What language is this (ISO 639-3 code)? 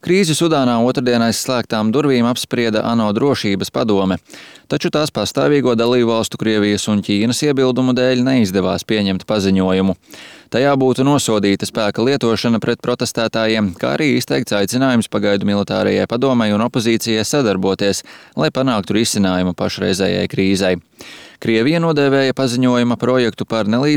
lav